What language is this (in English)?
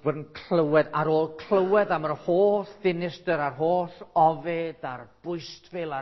Welsh